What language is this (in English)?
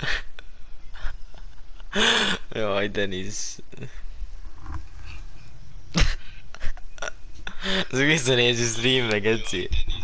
Hungarian